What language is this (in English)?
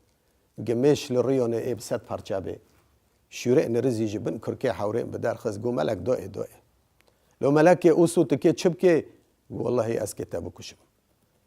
Kurdish